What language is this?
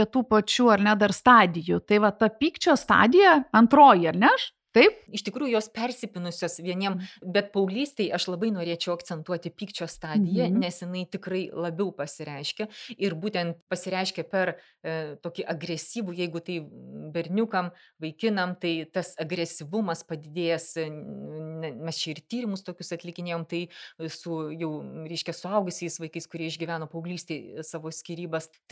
Lithuanian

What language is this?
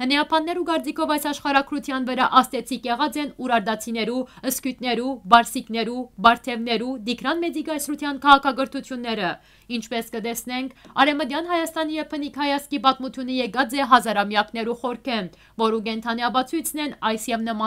Western Armenian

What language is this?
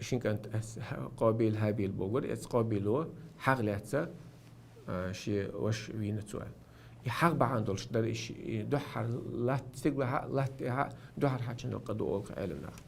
Chechen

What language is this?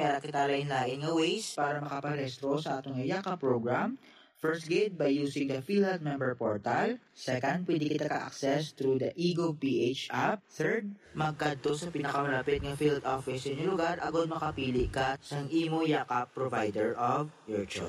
Hiligaynon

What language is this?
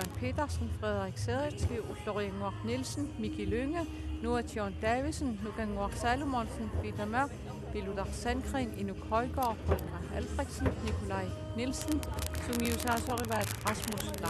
Kalaallisut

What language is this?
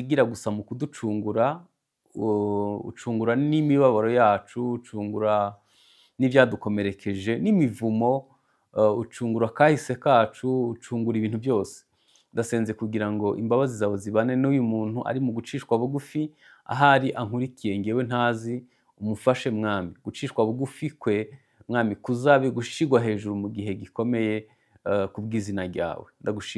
Kinyarwanda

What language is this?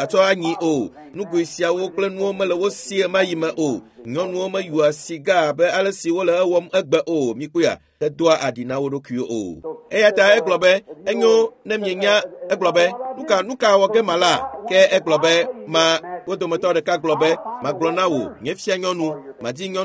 Ewe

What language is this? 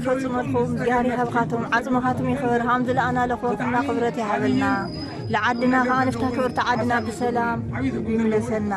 Tigrinya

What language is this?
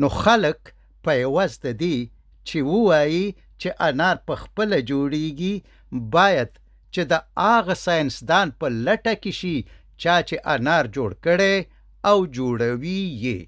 Pashto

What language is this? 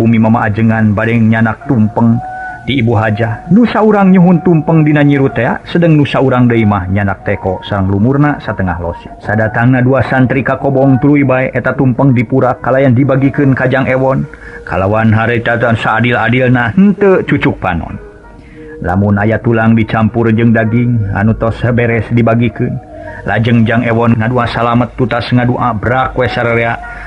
Sundanese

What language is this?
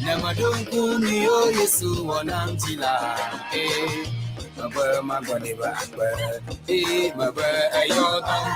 Ewe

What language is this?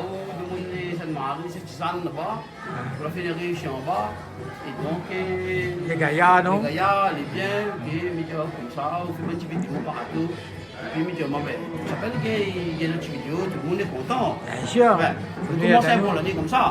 Réunion Creole French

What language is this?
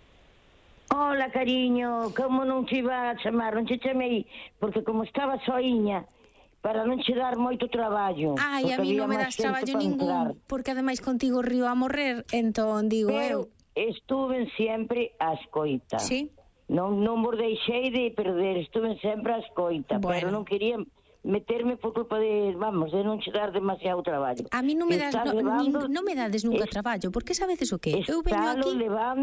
Galician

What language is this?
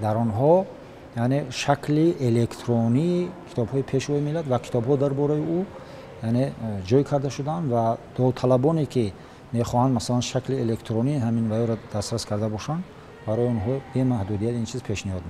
Tajik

